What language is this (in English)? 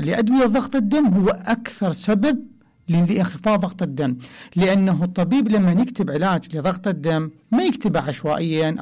Mesopotamian Arabic